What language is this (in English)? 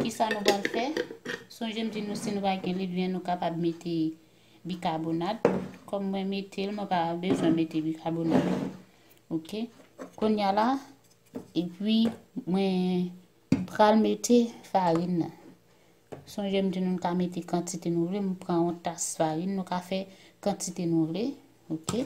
Haitian Creole